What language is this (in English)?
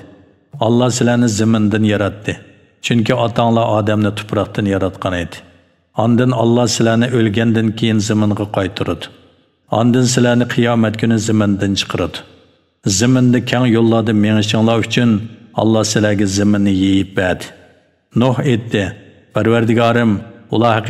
Uyghur